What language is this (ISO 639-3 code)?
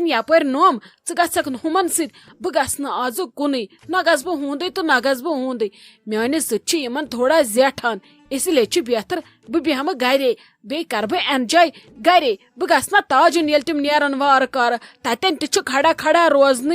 kas